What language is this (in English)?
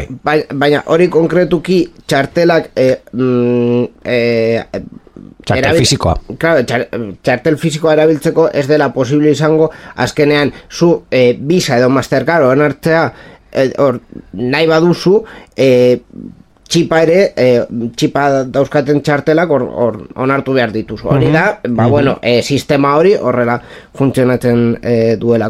Basque